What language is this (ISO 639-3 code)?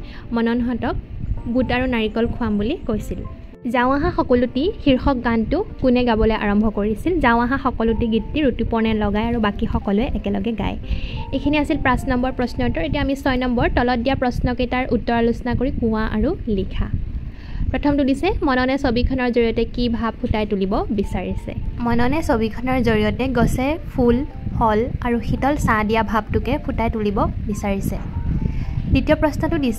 asm